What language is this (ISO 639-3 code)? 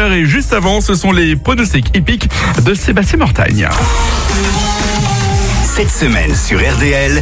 fra